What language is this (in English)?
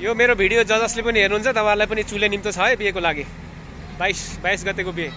Nepali